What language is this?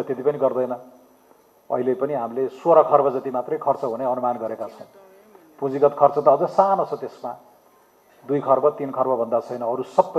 Nepali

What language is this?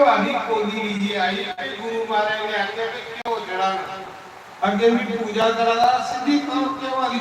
Dogri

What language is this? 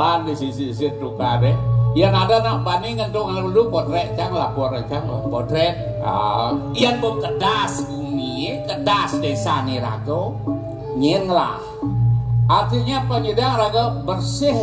Balinese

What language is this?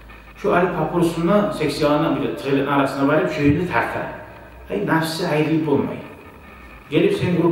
Kumyk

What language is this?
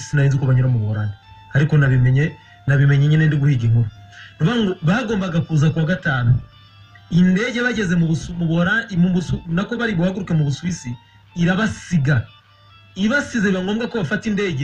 Kinyarwanda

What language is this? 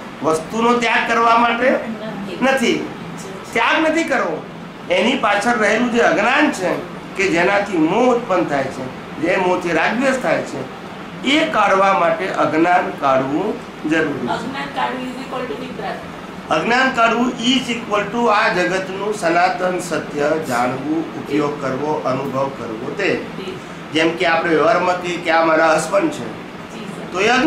Gujarati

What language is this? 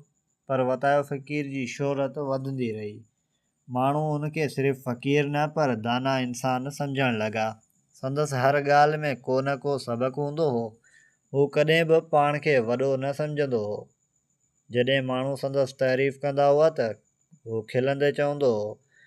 Sindhi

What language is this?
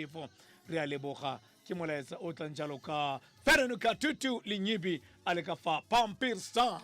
Tswana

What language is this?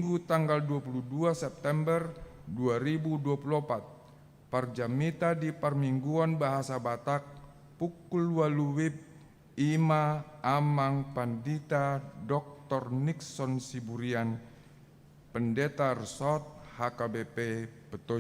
Batak Toba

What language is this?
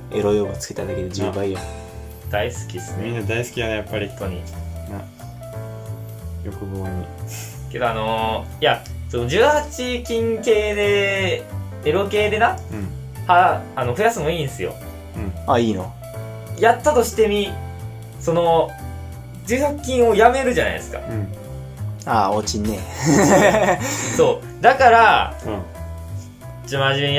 Japanese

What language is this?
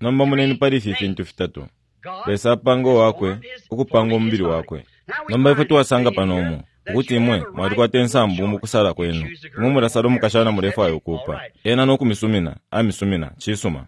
Bemba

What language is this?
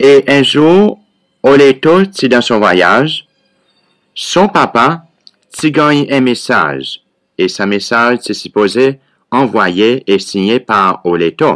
Seselwa Creole French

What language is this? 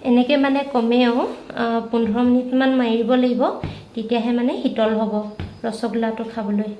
Assamese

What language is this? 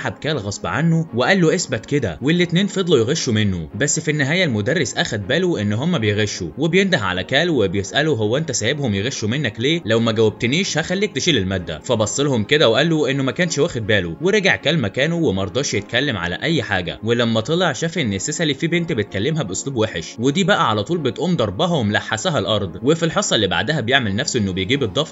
Egyptian Arabic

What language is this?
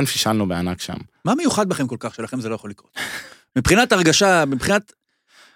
Hebrew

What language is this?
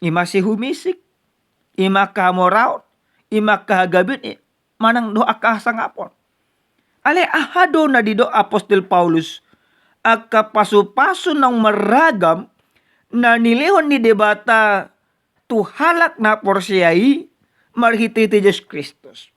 Batak Toba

